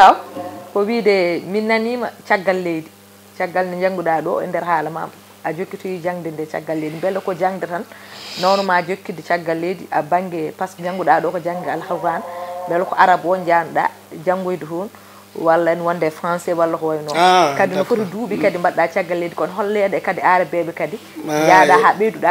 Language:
Fula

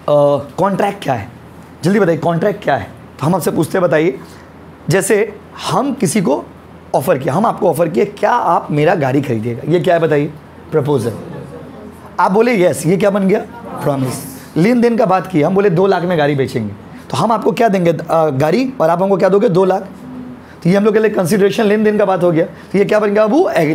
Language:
Hindi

